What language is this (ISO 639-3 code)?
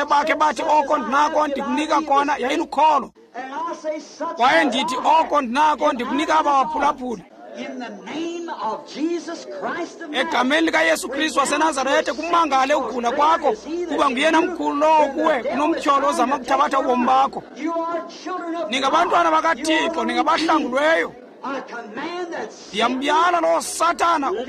xho